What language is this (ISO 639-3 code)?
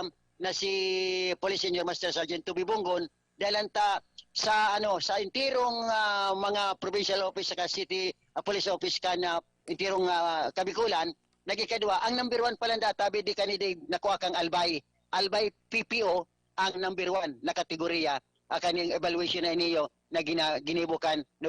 bik